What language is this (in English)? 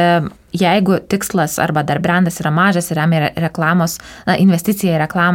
Lithuanian